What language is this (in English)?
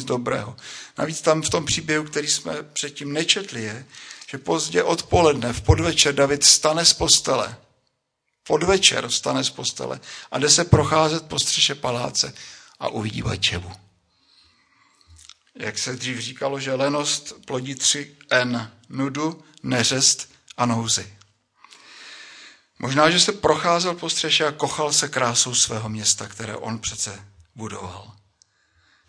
Czech